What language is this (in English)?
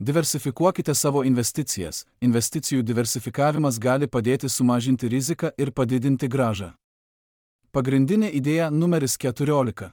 Lithuanian